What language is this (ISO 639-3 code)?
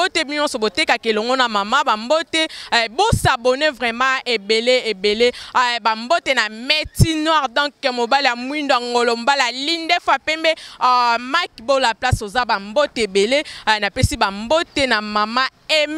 lin